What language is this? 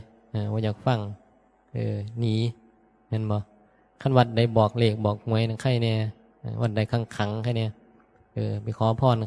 Northeastern Thai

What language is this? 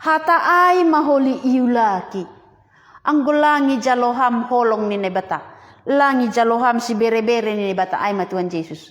Batak Simalungun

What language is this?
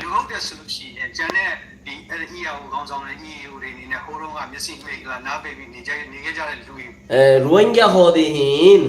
Rohingya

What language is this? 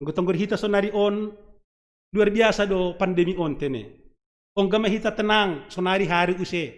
Batak Simalungun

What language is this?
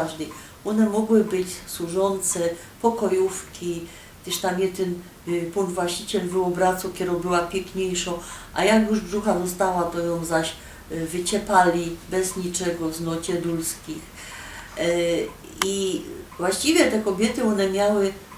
Silesian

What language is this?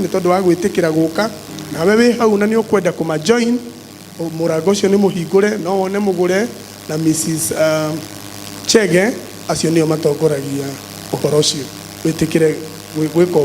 Kikuyu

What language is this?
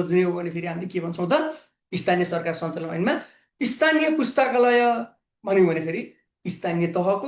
Nepali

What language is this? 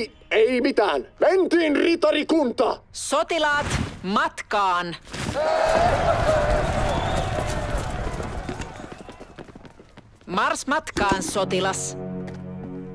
Finnish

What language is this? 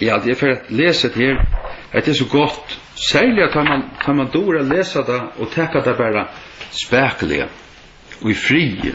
Faroese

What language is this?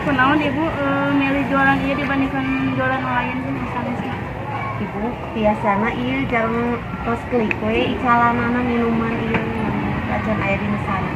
Sundanese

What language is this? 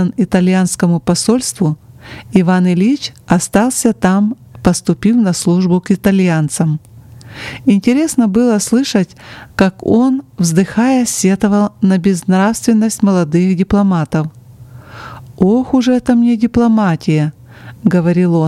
Russian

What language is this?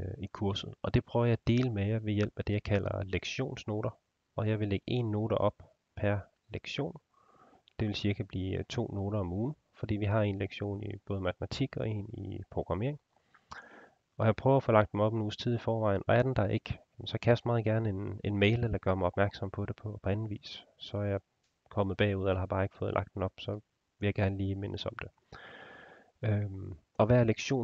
Danish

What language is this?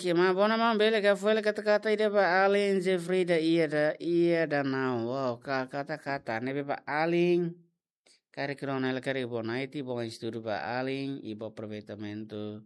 Tetum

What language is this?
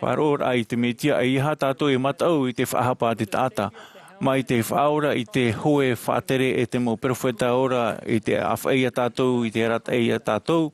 Tahitian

